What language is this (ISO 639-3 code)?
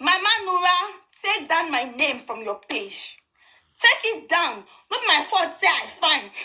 pcm